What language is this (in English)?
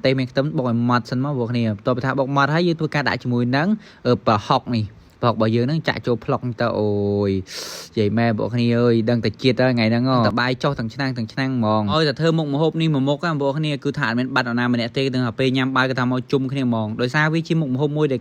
Khmer